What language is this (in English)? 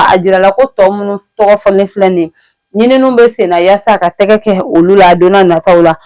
Bambara